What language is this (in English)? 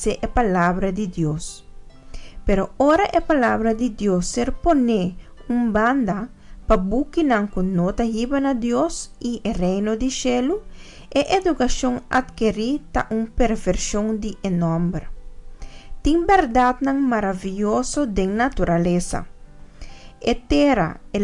Papiamento